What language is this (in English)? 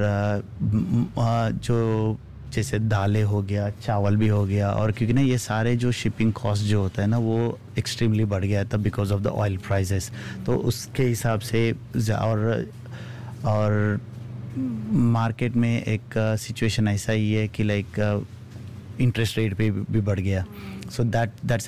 Hindi